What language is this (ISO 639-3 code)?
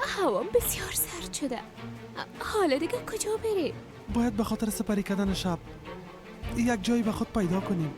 fas